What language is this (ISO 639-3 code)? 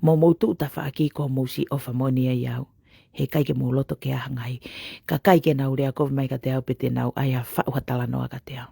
ton